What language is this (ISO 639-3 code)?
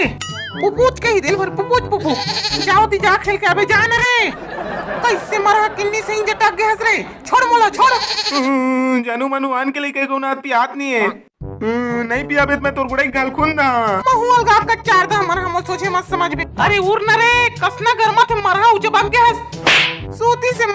hne